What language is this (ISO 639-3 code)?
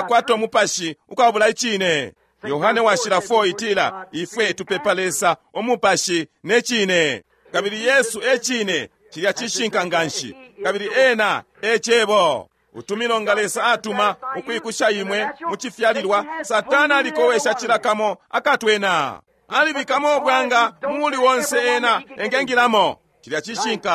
bem